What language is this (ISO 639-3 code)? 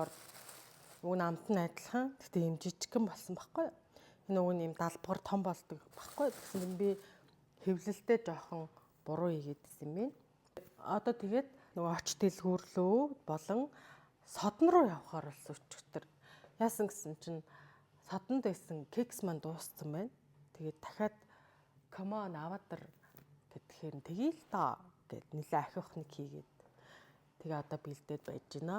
mon